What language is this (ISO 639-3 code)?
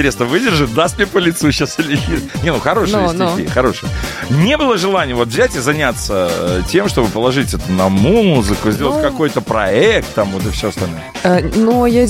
rus